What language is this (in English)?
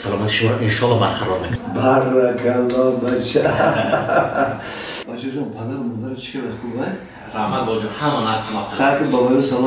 Tajik